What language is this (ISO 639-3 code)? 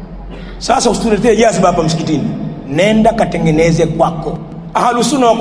swa